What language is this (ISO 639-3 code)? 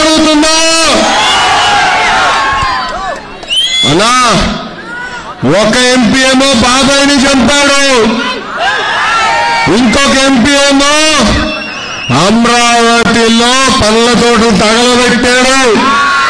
tel